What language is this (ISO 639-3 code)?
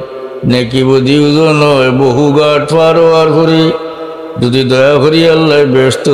syl